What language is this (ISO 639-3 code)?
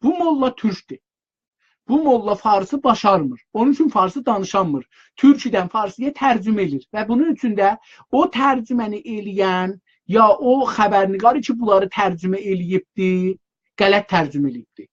azb